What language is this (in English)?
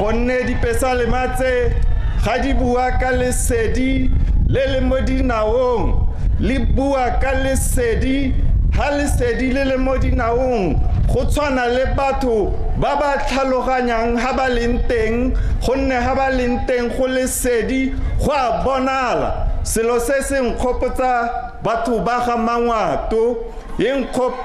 Tswana